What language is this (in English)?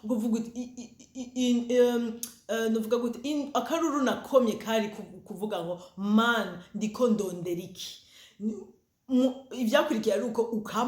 Rundi